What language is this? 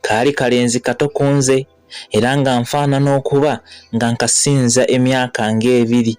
Ganda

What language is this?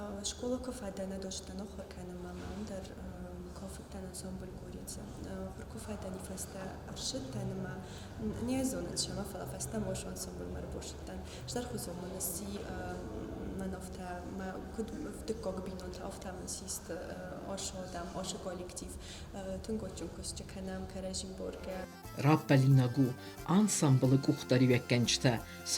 Ossetic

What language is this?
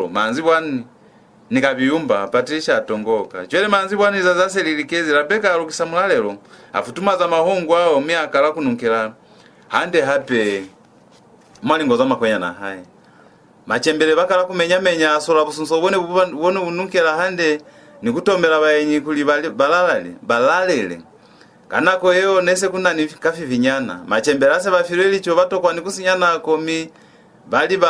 Lozi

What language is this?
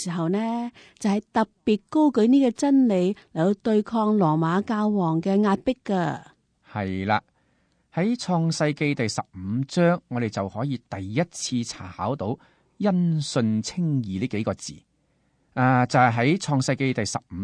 Cantonese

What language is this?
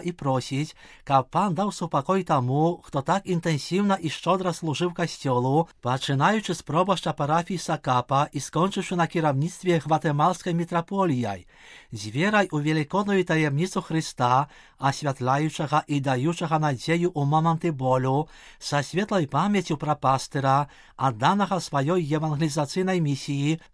Belarusian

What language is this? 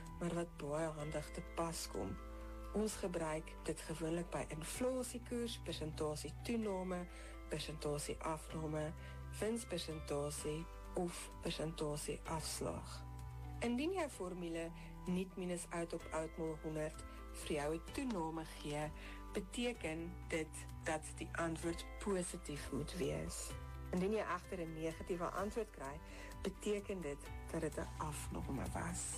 Afrikaans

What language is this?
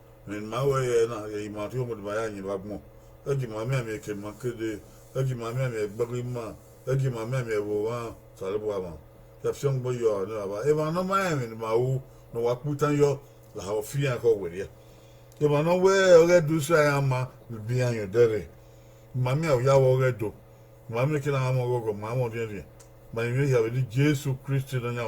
Bini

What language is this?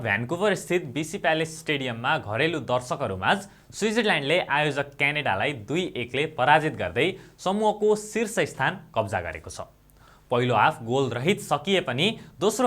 Nepali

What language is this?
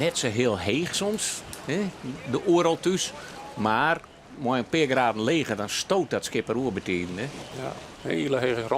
Western Frisian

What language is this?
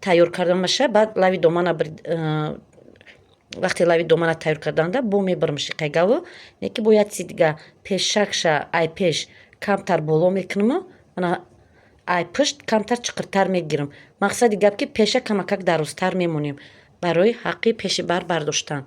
Tajik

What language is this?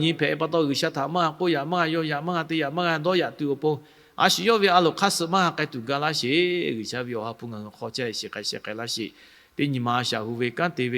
Lahu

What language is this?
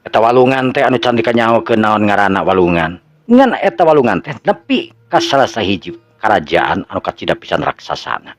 Sundanese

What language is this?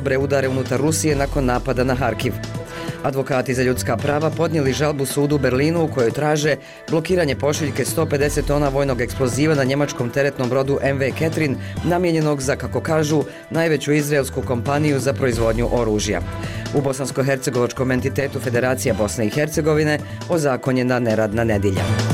Bosnian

